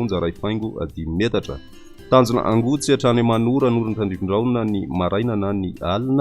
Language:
Malagasy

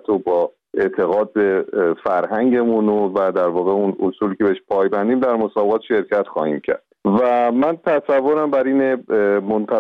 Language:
Persian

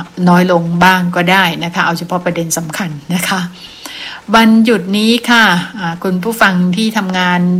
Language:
Thai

